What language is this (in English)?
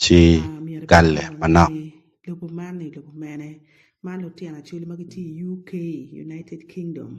Acoli